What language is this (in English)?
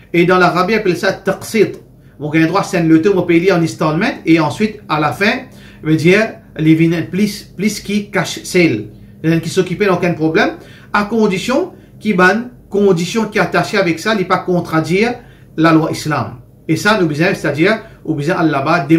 Morisyen